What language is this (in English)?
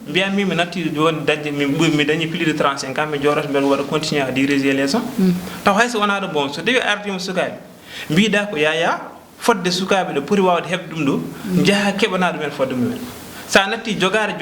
Fula